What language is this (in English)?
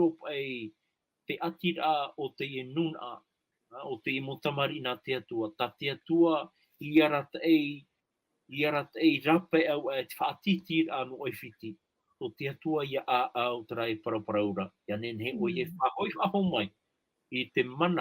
Tahitian